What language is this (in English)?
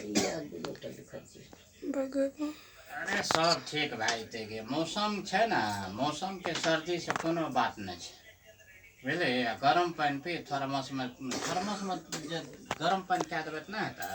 Maithili